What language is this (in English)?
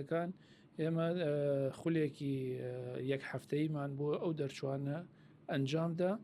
Central Kurdish